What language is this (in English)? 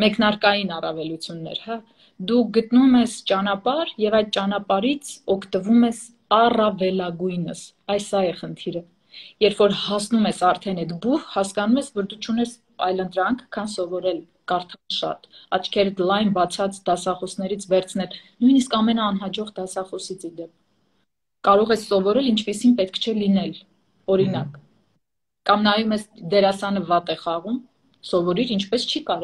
Armenian